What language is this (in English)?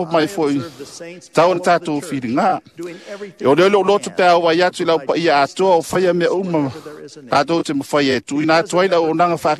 Samoan